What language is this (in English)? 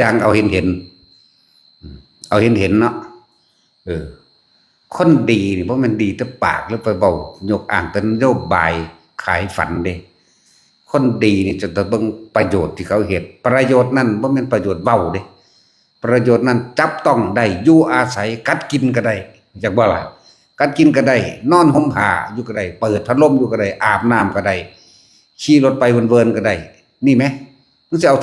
Northeastern Thai